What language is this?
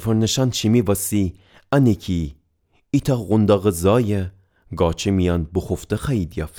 Gilaki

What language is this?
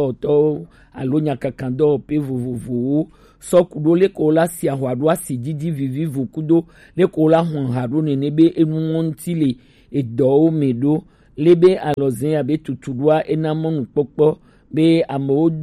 Gen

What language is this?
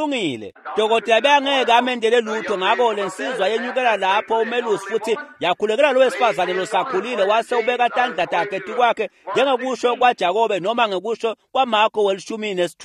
Swati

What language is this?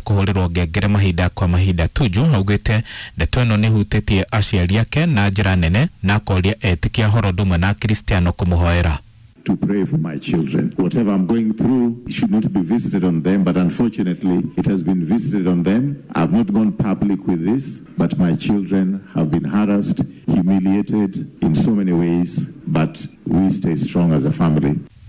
Kikuyu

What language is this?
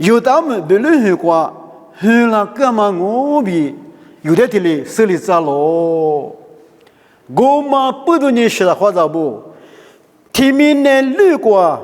Lisu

